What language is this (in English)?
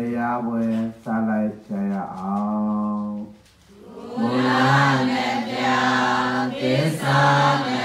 Burmese